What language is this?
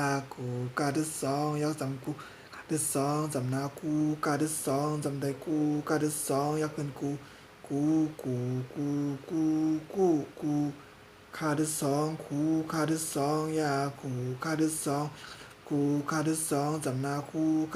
Shan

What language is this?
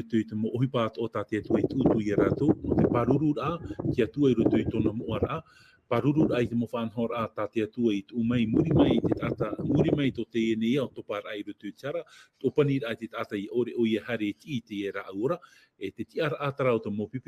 Tahitian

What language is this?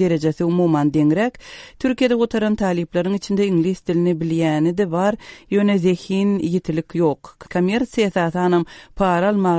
Turkmen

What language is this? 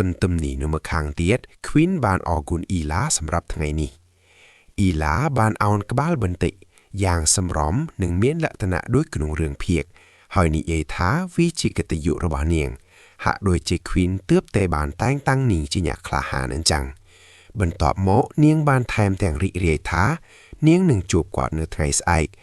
Khmer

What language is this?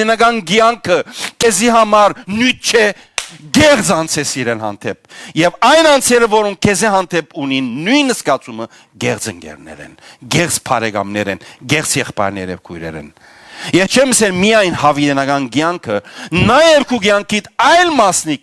Western Armenian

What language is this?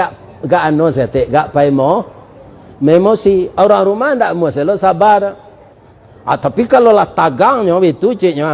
Minangkabau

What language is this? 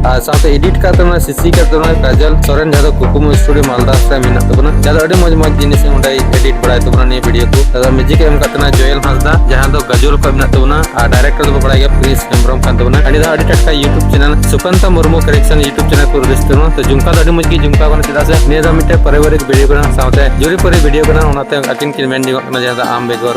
Santali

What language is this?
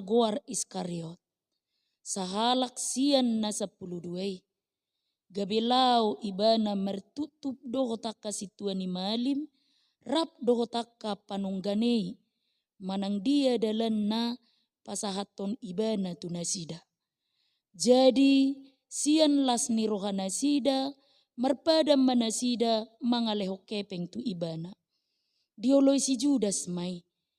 Batak Toba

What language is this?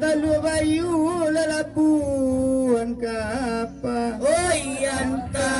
Minangkabau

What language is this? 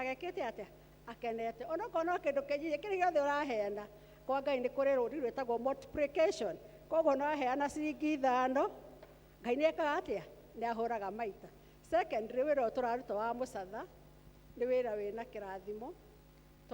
Kikuyu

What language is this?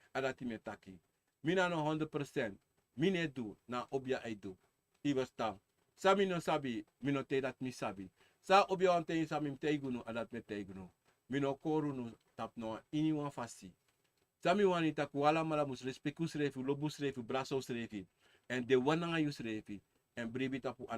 Sranan Tongo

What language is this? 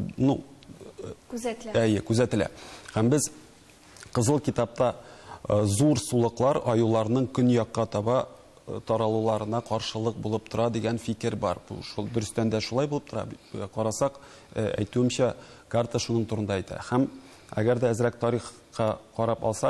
Tatar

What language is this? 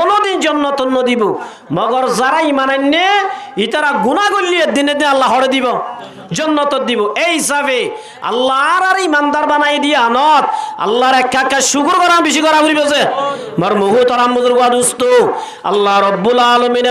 Rohingya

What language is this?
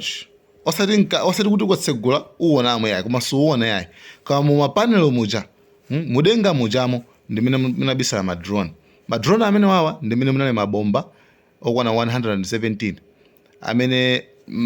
Nyanja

